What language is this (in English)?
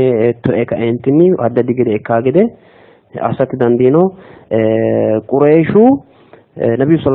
Sidamo